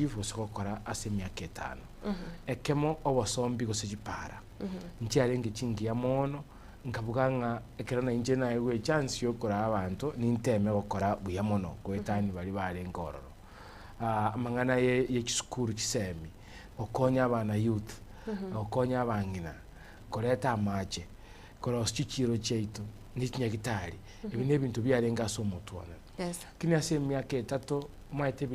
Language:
Gusii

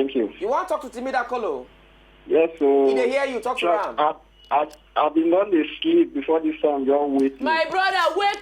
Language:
Nigerian Pidgin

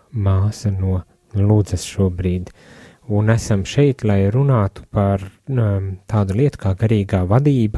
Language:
Latvian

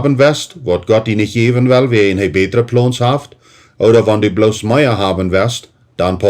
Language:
Plautdietsch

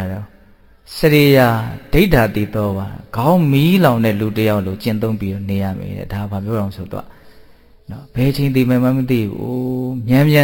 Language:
Burmese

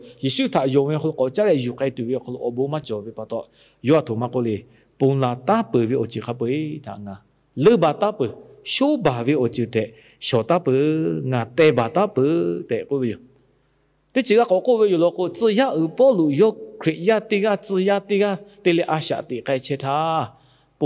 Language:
Lahu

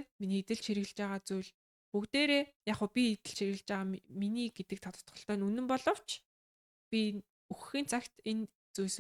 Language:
Mongolian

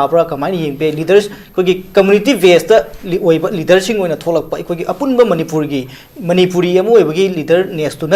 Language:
Manipuri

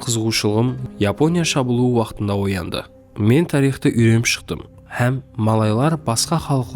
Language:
Kara-Kalpak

